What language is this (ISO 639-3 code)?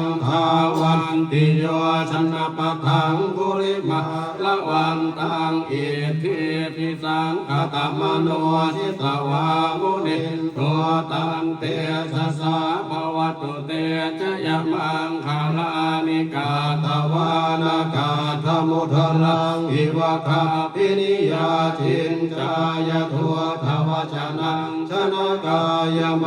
pli